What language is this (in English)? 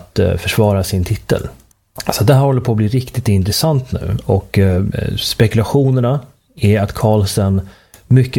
Swedish